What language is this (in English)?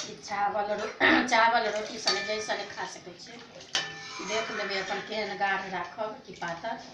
Maithili